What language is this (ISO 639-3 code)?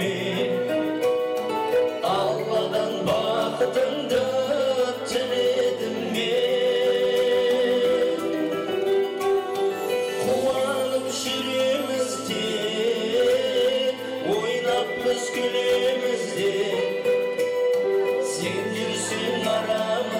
kaz